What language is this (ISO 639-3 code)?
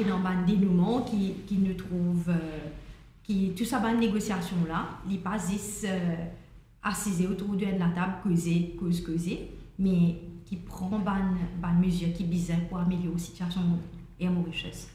mfe